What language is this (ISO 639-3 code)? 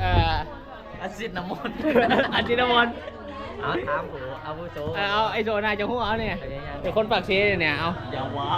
tts